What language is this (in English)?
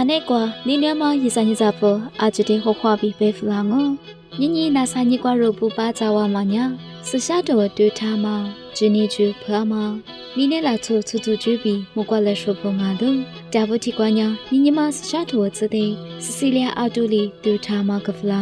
Lisu